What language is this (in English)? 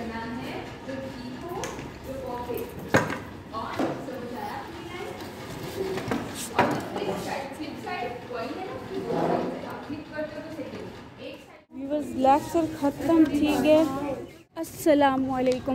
Saraiki